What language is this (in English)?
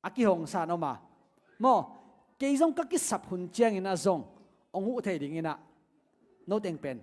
Tedim Chin